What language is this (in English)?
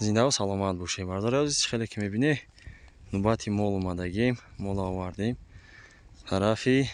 Tajik